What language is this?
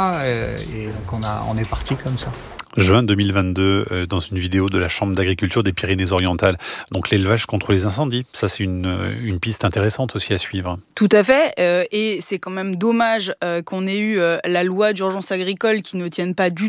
French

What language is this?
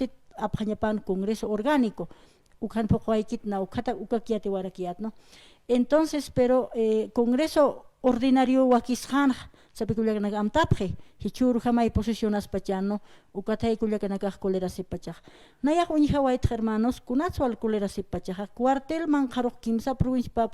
Aymara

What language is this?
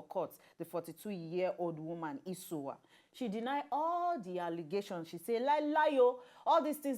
Nigerian Pidgin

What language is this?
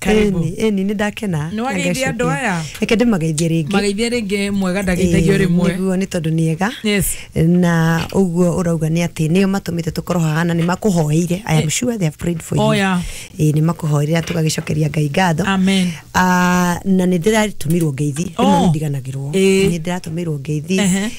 Kikuyu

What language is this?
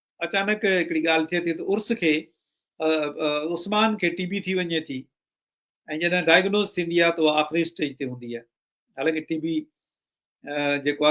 Sindhi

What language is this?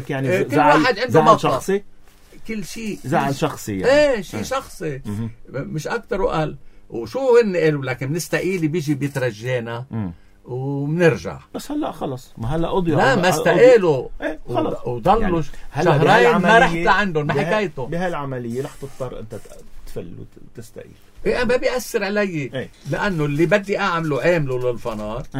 North Levantine Arabic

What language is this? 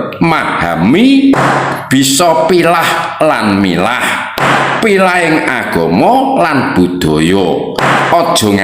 Javanese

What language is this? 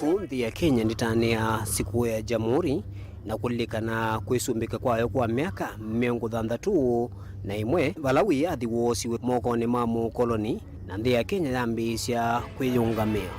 Kamba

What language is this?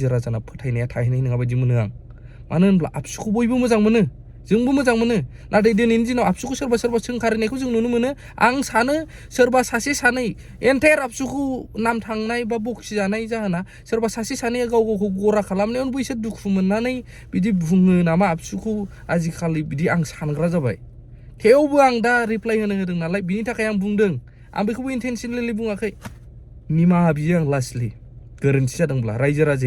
Bodo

